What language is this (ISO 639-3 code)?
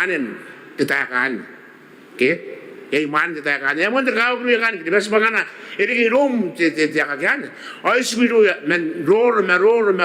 gil